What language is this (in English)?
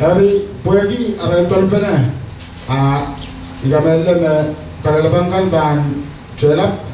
Pohnpeian